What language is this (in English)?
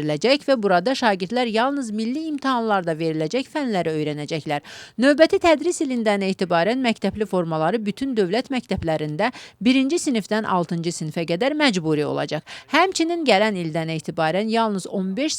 Azerbaijani